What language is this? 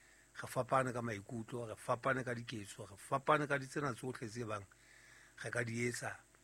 Southern Sotho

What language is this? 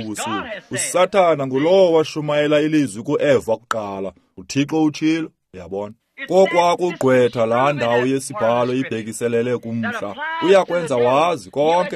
Xhosa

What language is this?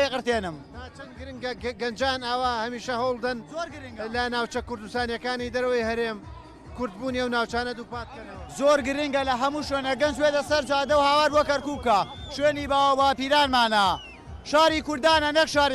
Central Kurdish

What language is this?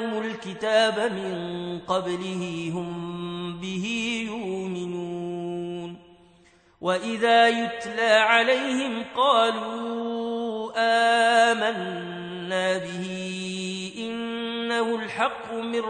Arabic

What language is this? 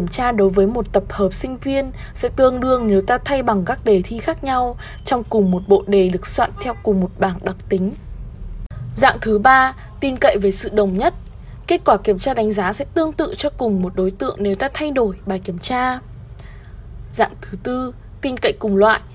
Vietnamese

